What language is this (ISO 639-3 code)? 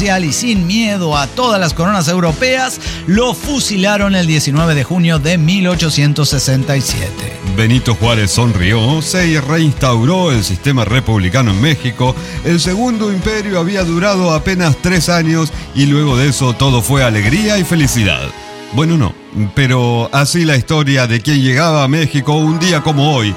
spa